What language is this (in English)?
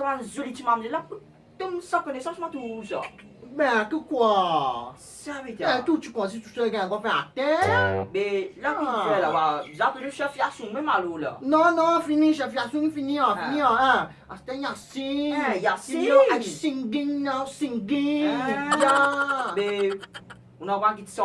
Morisyen